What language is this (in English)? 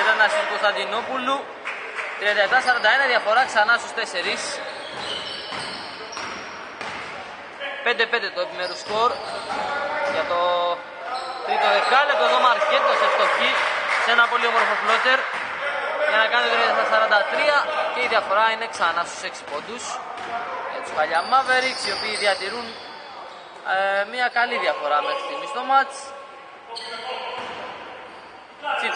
Greek